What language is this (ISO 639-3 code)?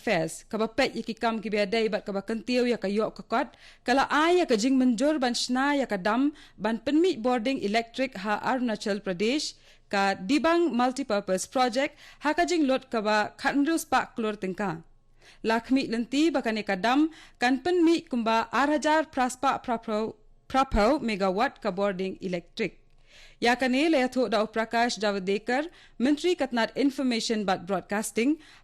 kha